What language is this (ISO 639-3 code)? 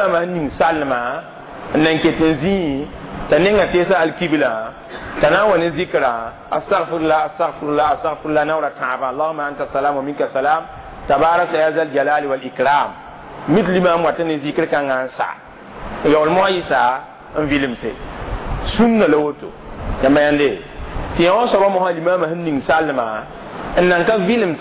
mos